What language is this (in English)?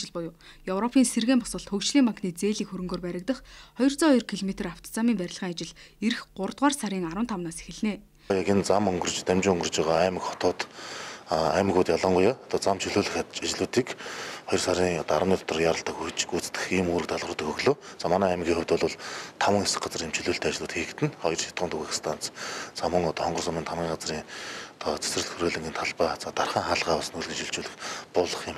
Mongolian